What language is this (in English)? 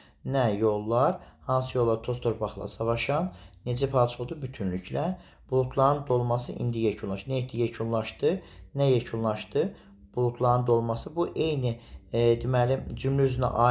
Azerbaijani